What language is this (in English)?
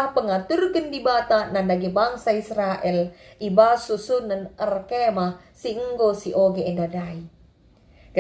Batak Karo